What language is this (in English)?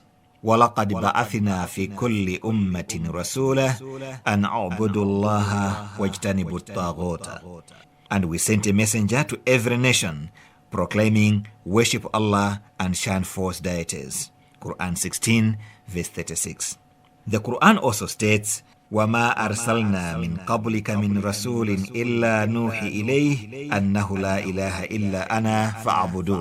English